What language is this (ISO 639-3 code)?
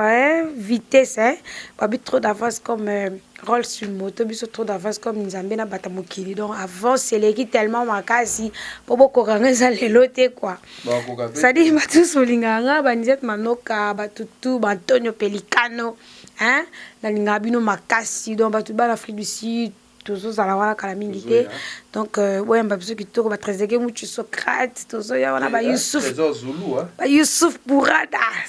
lin